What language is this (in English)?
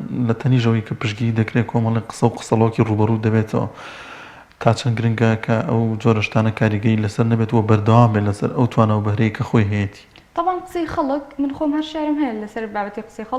Central Kurdish